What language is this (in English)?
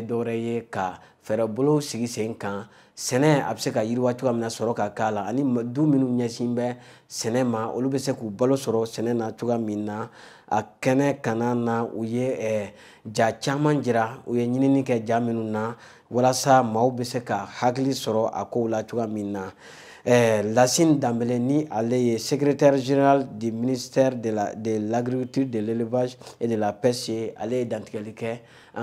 Bambara